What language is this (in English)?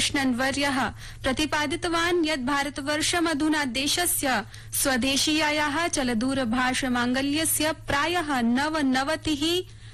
Sanskrit